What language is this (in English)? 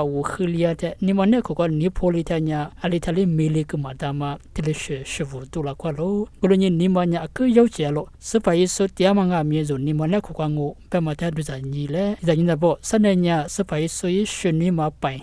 Lisu